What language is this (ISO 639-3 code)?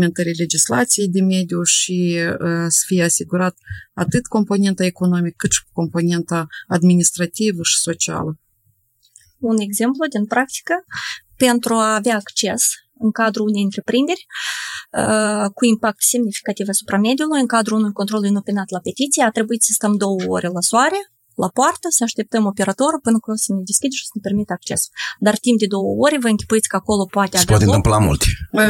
ron